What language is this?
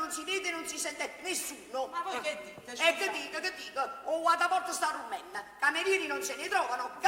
Neapolitan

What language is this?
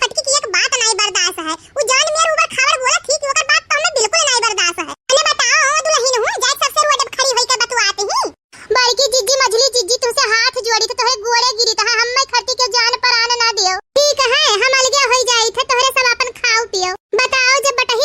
Awadhi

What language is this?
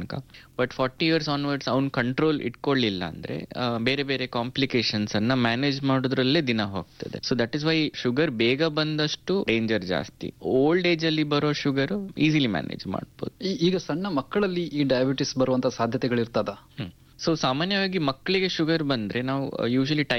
Kannada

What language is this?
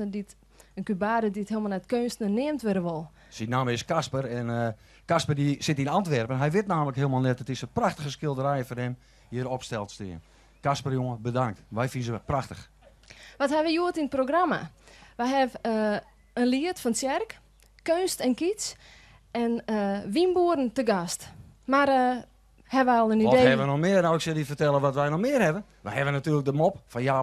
Western Frisian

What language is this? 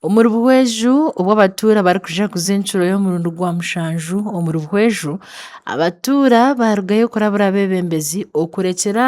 Nyankole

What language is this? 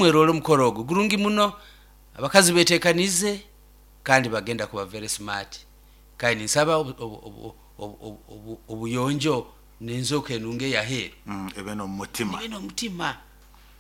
Nyoro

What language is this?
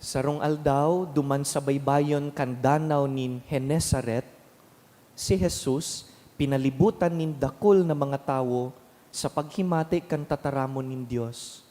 Bikol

